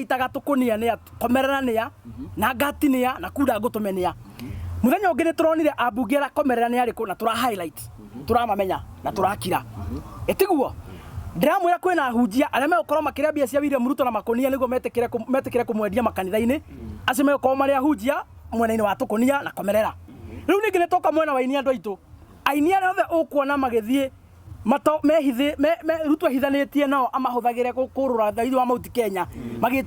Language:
Kikuyu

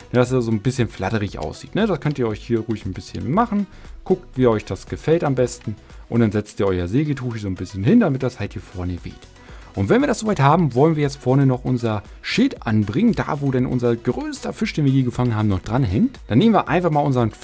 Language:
German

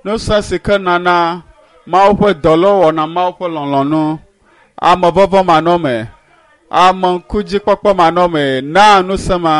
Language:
Ewe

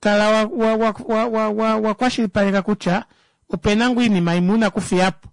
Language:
Kuanyama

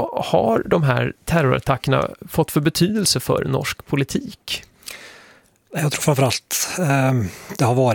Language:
Swedish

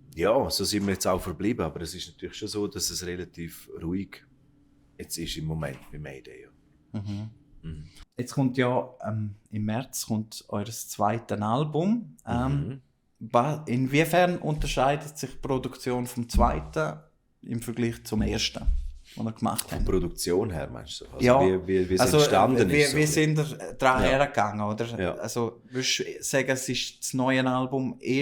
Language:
Swiss German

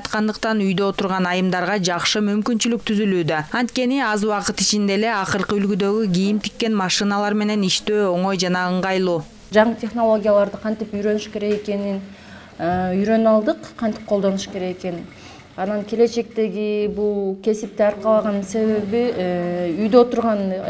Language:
Kyrgyz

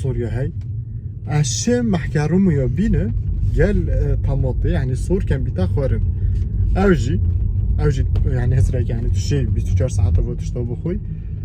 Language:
Kurdish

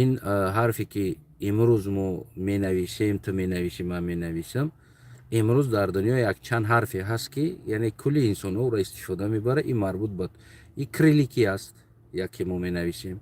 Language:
Tajik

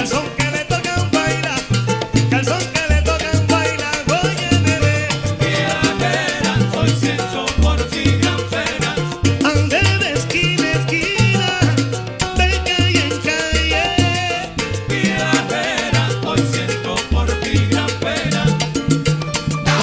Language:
Spanish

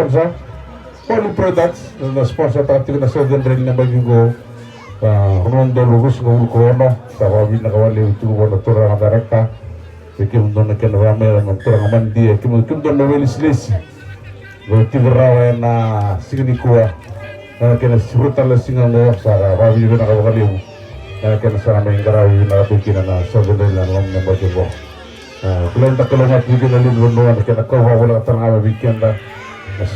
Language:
Fijian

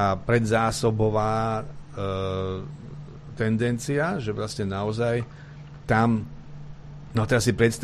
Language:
Slovak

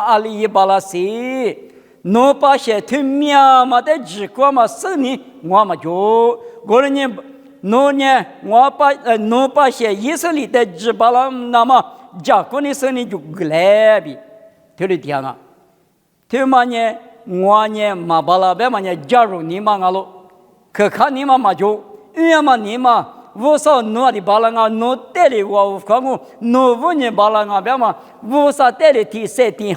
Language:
Lisu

